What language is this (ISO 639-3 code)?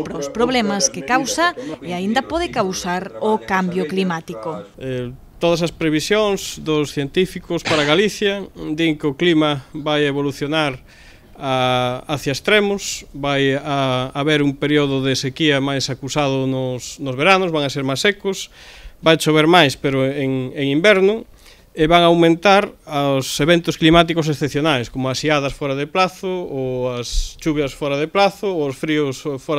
glg